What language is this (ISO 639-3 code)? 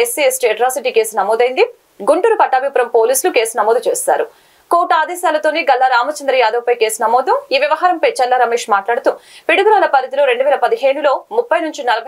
tel